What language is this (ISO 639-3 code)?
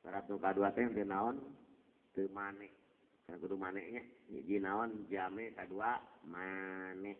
sun